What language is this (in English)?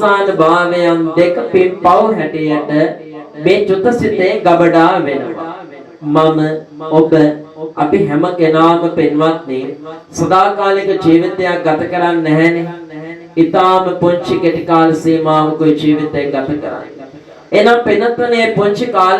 Sinhala